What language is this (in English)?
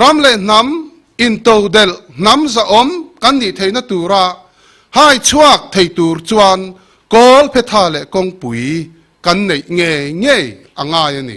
Mizo